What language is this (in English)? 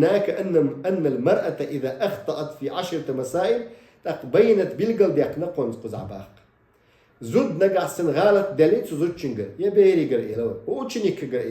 Chechen